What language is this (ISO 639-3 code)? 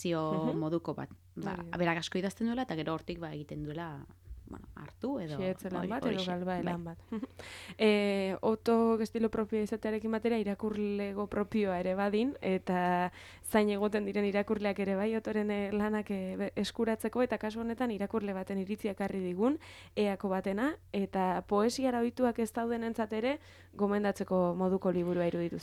eus